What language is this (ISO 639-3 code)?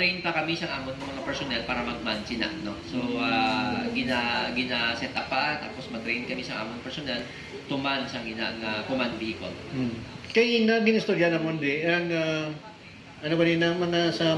hil